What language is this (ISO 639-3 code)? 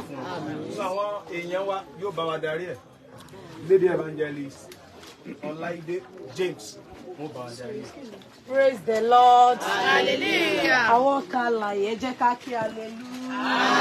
yor